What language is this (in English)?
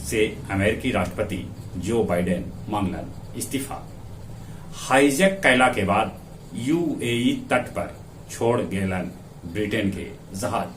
Magahi